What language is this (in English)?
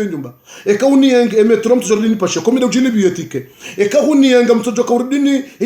Ngazidja Comorian